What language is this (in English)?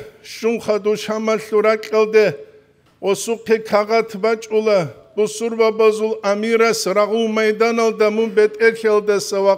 Avaric